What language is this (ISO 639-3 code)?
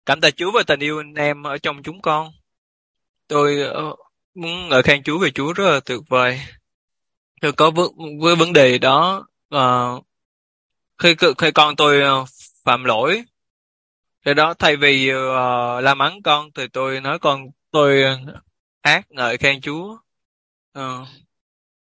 vie